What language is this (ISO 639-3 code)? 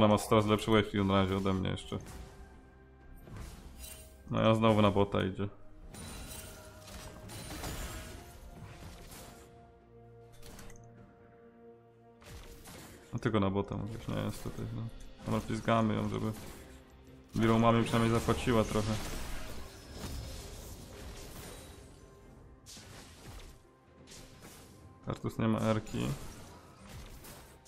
pol